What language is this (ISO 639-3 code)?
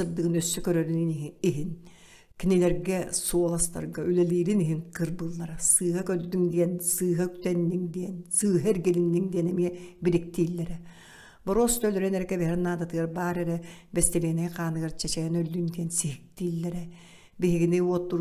sah